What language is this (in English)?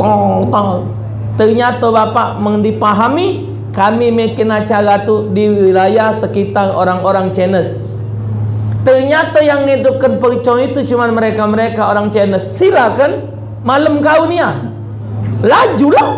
Musi